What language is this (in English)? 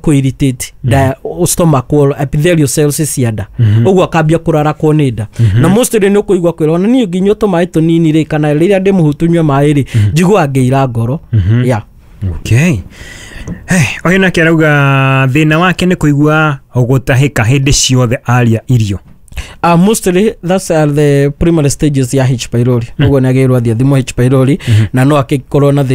Kikuyu